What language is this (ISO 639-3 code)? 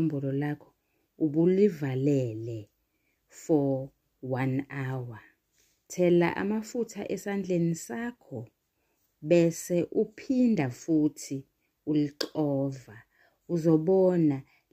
zul